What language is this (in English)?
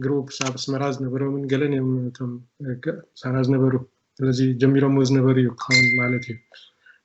Tigrinya